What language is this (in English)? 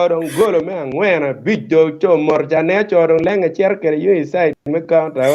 Acoli